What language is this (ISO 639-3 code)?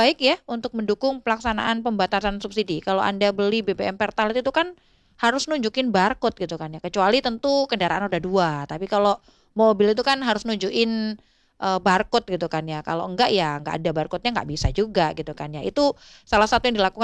ind